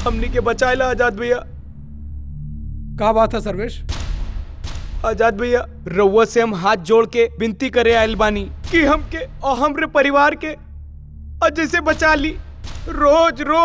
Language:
Bhojpuri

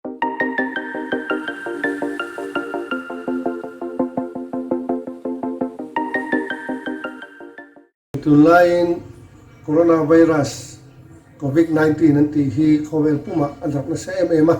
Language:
Mizo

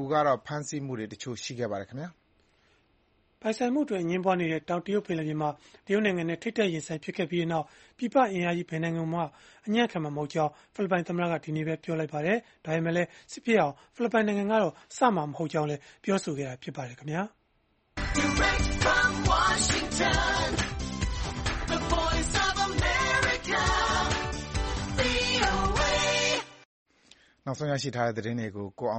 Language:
Burmese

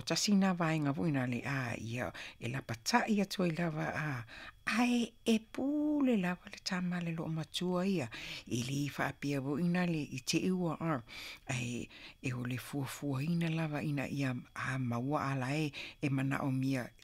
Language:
Samoan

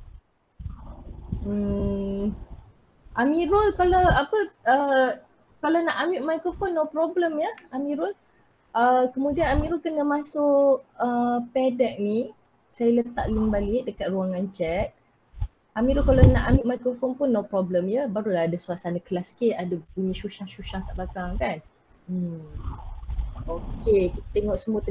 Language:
Malay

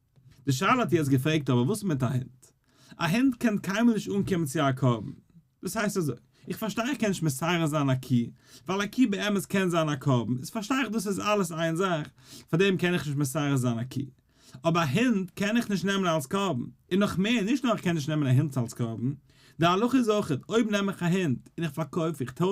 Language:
Yiddish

